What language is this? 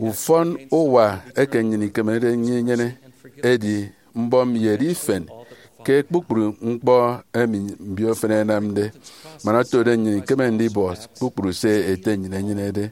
Efik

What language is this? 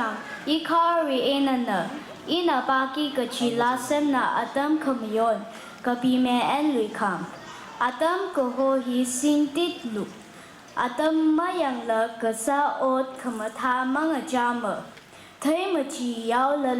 Tangkhul Naga (India)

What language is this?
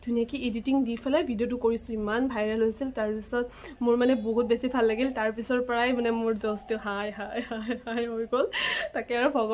Assamese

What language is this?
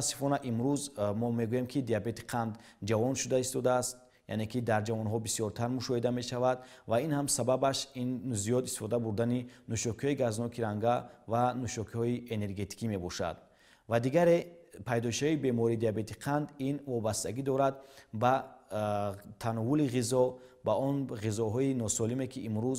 Tajik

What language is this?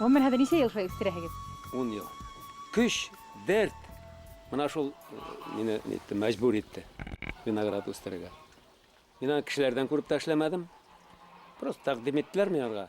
Bashkir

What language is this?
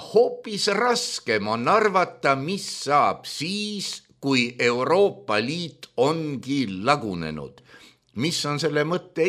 Estonian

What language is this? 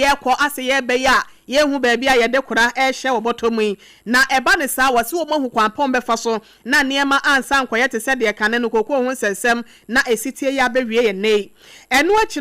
Akan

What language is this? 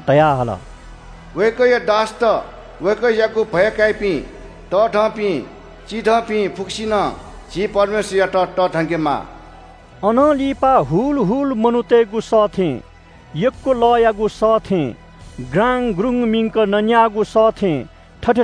Newari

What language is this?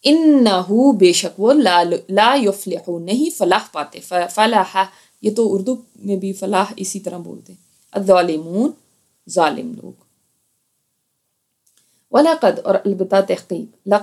Urdu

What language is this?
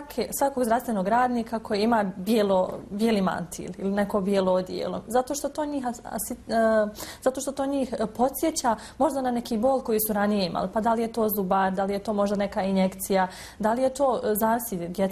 Bosnian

